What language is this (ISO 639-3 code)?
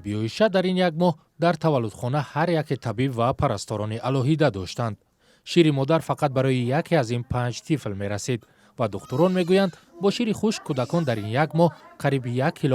tgk